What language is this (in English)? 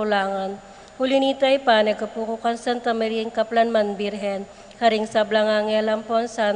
Pampanga